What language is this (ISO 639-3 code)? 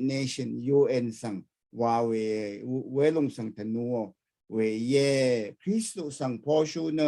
raw